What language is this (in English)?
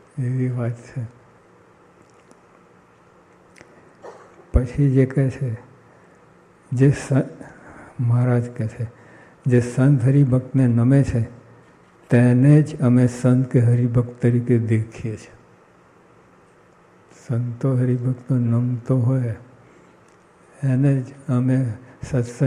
Gujarati